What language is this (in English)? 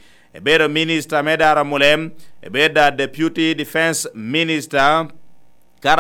Lango (Uganda)